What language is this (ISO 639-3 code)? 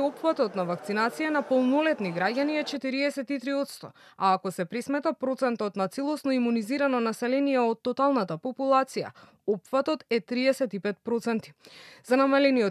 mkd